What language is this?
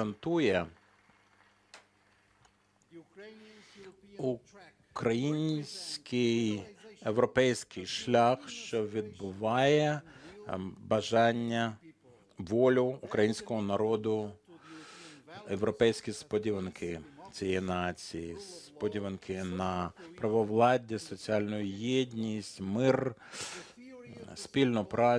Ukrainian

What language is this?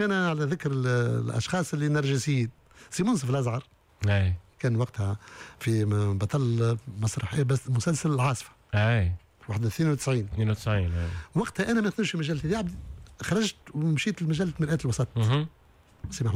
Tunisian Arabic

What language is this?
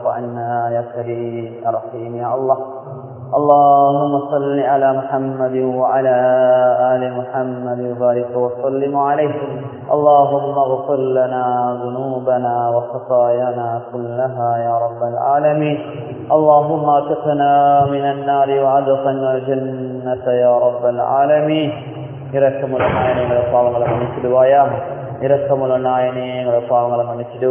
Tamil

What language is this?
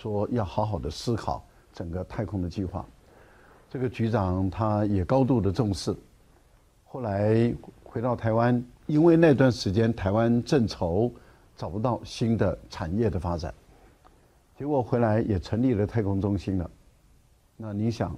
Chinese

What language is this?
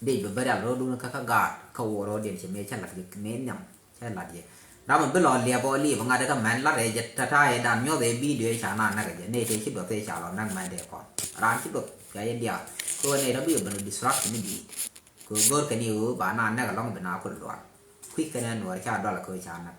Nuer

